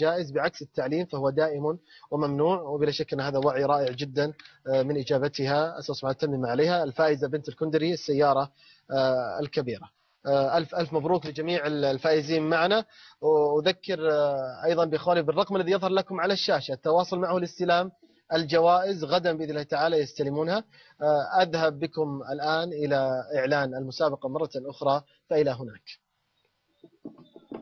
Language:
Arabic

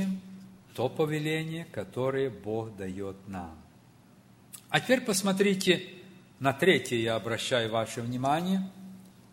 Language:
Russian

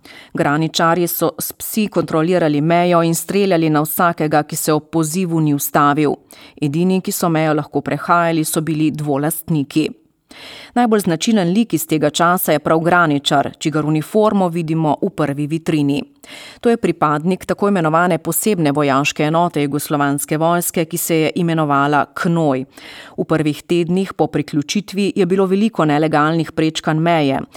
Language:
Slovenian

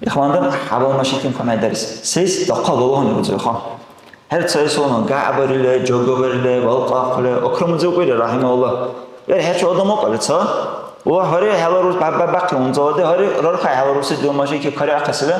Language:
Dargwa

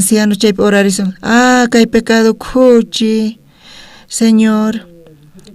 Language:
South Bolivian Quechua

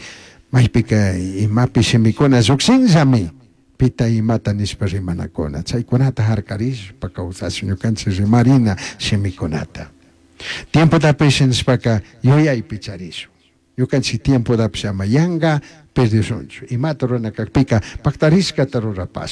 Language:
Chimborazo Highland Quichua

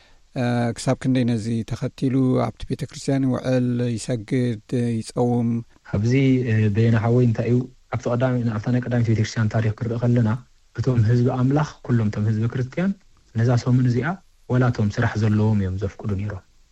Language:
Tigrinya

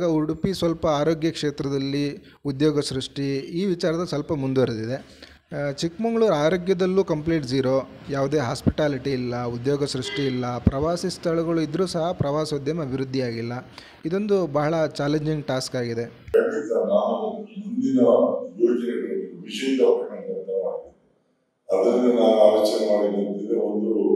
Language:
Kannada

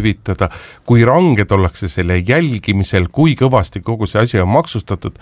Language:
Estonian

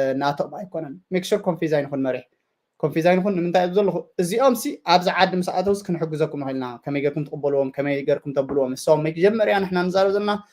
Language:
Tigrinya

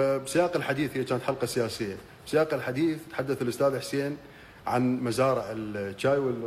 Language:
Mesopotamian Arabic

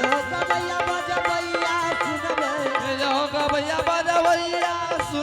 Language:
Angika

